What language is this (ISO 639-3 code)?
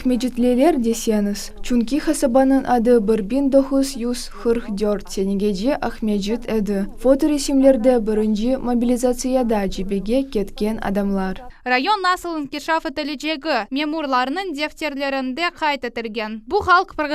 crh